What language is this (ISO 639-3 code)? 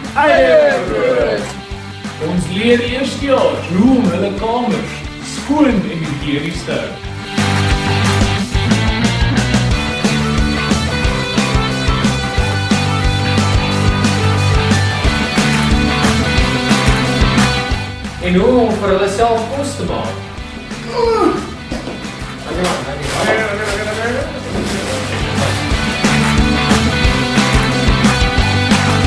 afr